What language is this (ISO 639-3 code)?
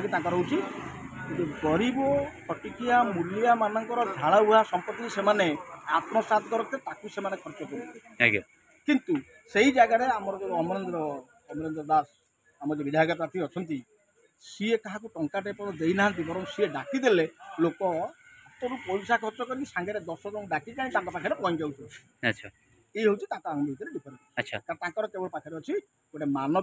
ori